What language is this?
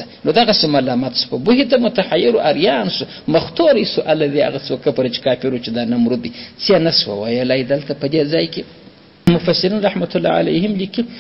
Pashto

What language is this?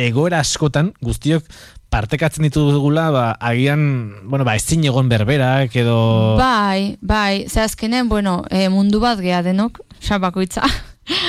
Basque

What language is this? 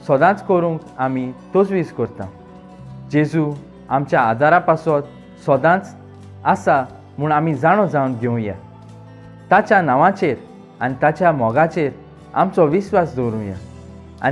Konkani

